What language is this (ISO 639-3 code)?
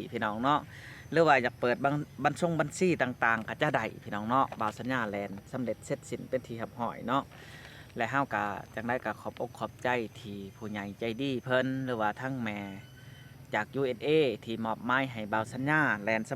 lao